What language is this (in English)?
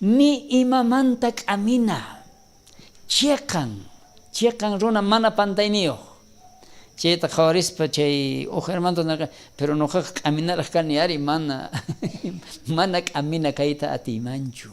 South Bolivian Quechua